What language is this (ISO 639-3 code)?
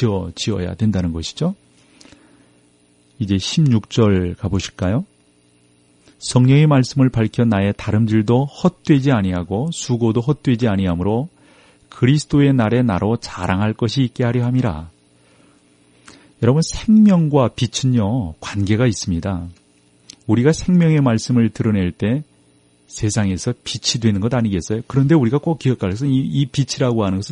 kor